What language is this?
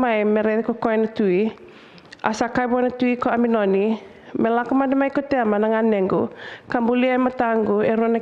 Fijian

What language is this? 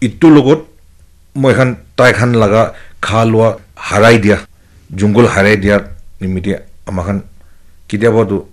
Naga Pidgin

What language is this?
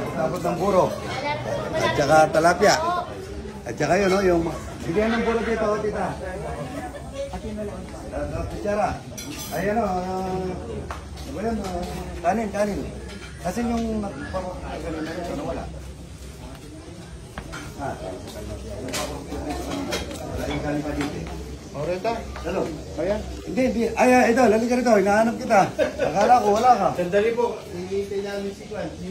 Filipino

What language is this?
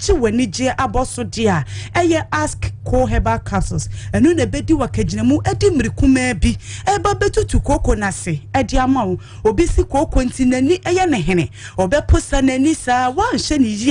Akan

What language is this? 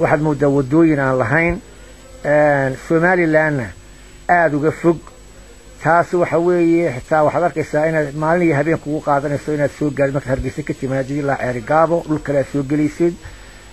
Somali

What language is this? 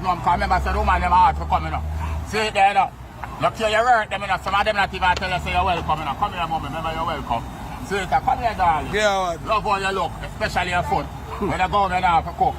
Jamaican Creole English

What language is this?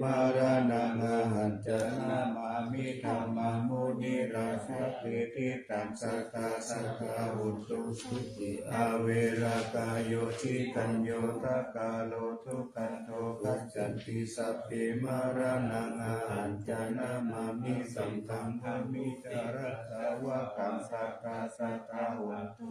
Pali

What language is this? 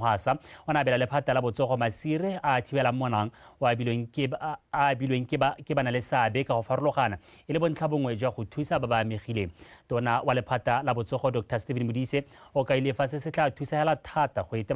Tswana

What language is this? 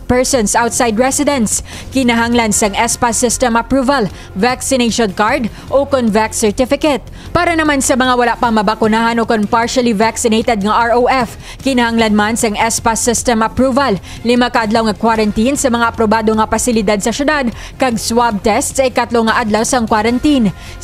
Hiligaynon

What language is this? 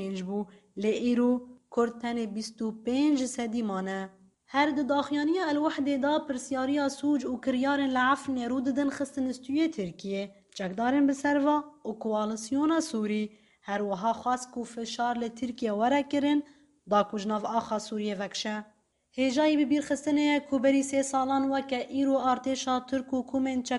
Kurdish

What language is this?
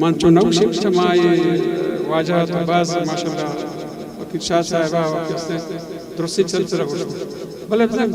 Eastern Balochi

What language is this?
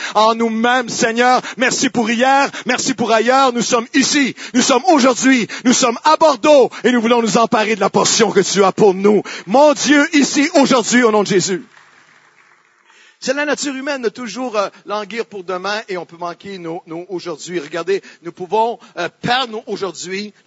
French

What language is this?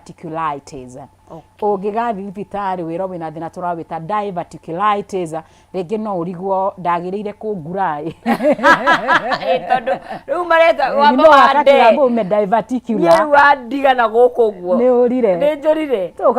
Kikuyu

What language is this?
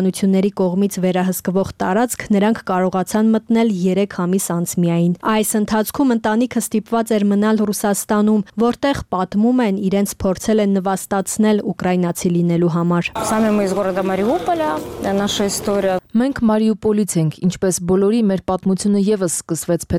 Armenian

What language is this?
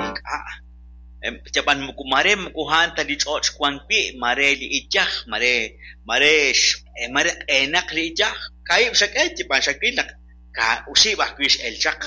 Kekchí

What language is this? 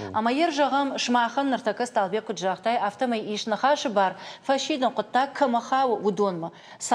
Ossetic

